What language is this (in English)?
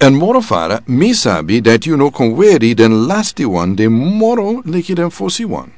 Sranan Tongo